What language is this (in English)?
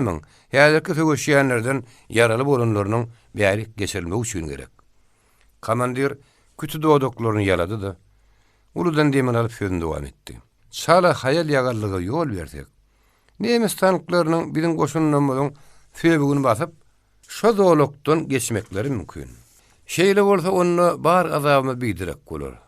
Turkmen